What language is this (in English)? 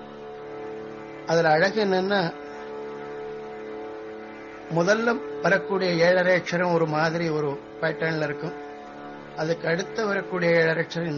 Tamil